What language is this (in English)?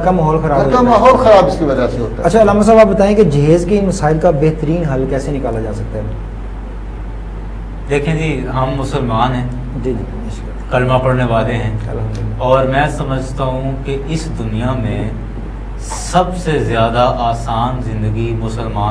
Urdu